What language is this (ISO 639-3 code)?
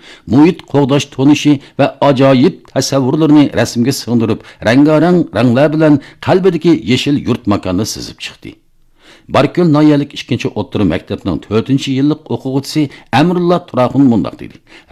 uig